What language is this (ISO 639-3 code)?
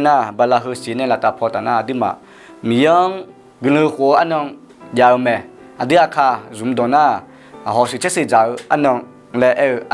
ahk